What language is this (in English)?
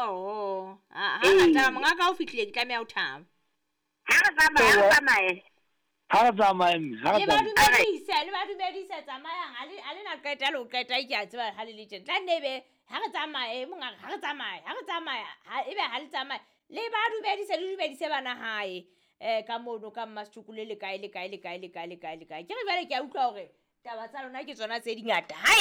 Southern Sotho